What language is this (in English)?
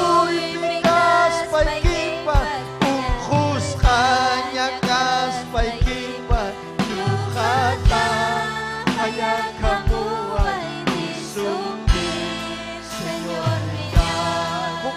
Ayacucho Quechua